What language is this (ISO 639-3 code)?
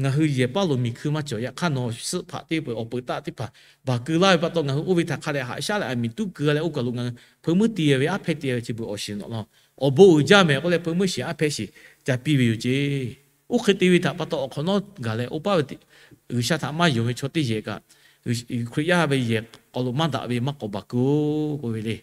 lhu